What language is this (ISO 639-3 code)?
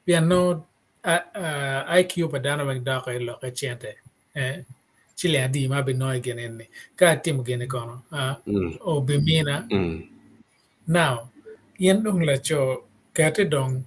ach